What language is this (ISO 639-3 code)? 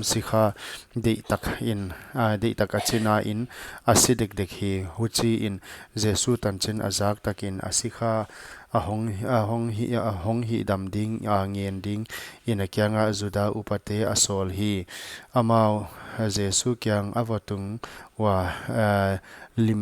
pck